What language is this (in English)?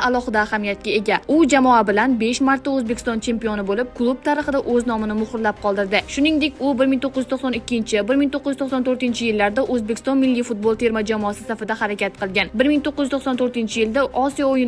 Uzbek